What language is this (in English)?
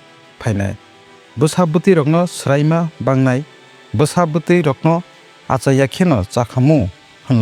Kok Borok